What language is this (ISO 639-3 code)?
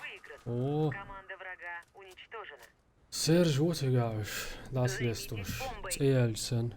che